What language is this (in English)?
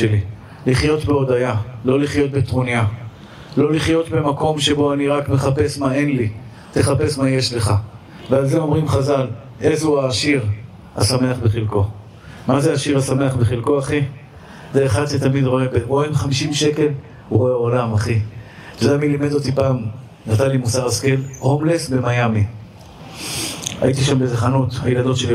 Hebrew